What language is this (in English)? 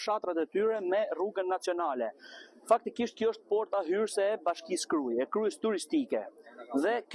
Albanian